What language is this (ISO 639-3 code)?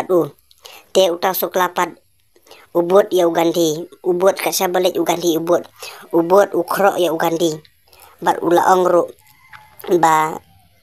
kha